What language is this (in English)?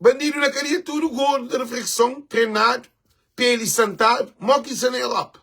Kabuverdianu